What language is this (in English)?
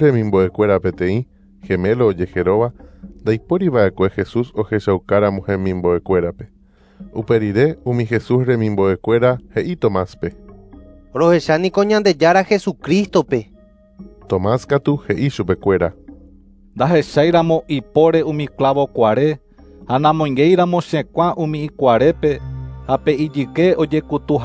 Guarani